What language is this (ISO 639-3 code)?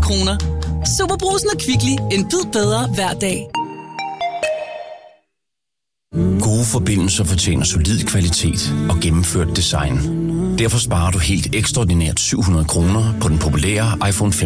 dan